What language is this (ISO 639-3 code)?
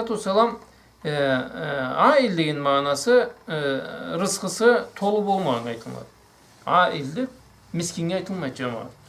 krc